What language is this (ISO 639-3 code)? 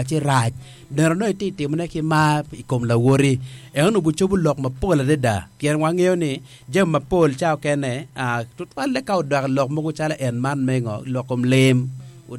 ach